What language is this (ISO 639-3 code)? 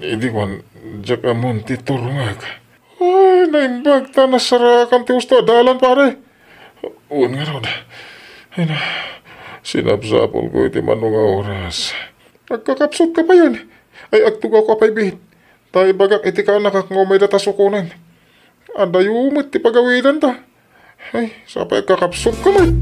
ilo